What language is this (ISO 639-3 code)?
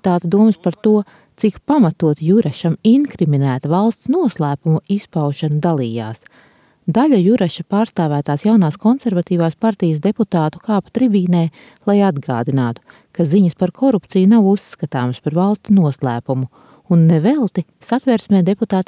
lav